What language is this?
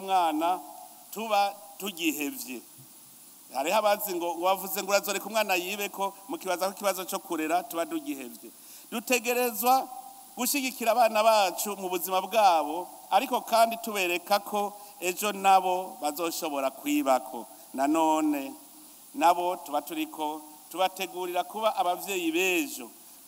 Rundi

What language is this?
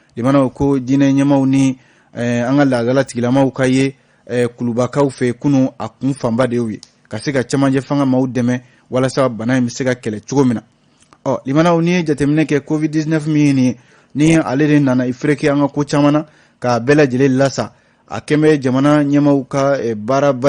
Bambara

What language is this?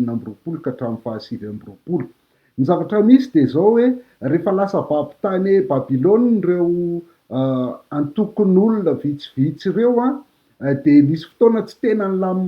Malagasy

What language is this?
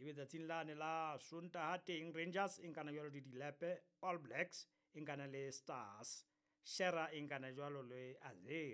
Southern Sotho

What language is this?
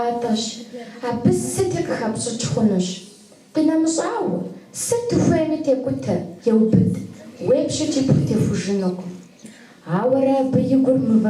Kabardian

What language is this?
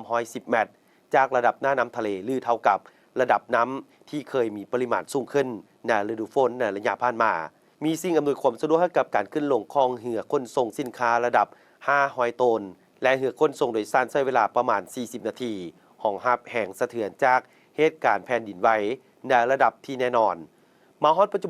Lao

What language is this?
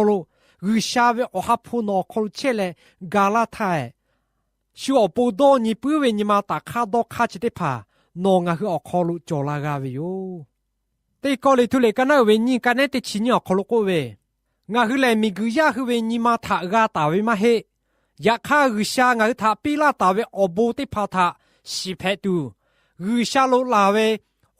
Lahu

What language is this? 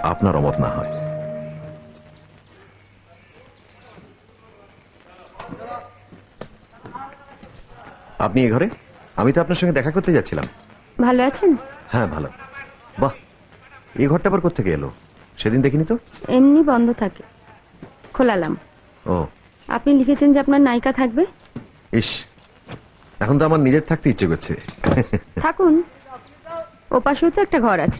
Bangla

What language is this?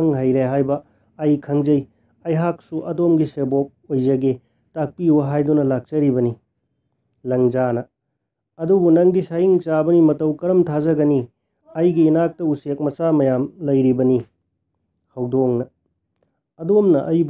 Manipuri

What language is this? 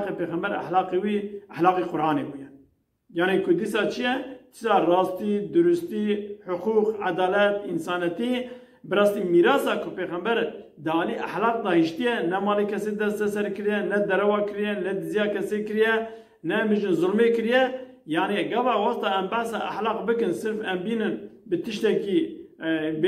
Kurdish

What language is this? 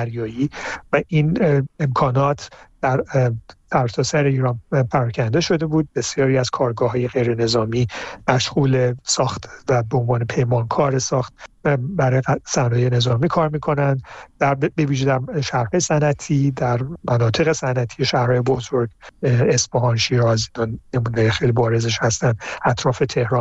Persian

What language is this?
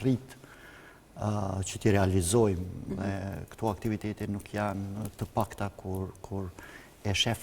Albanian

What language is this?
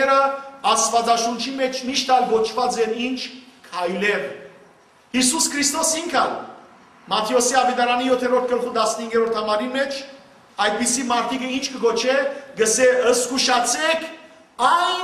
Western Armenian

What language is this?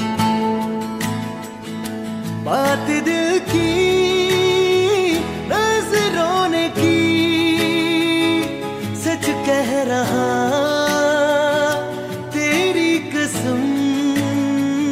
Hindi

